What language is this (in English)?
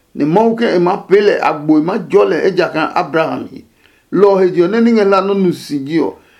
Adangme